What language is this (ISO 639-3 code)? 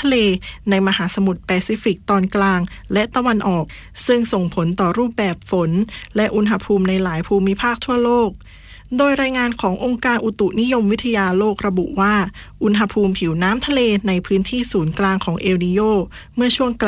tha